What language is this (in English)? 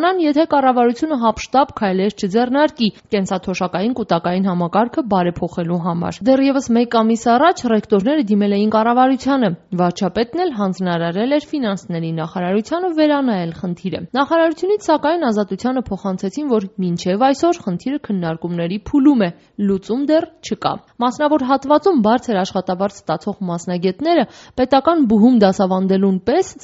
Armenian